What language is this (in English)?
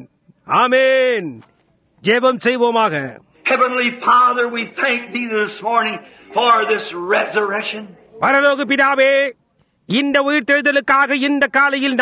Tamil